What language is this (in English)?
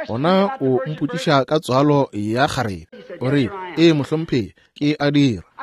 Northern Sotho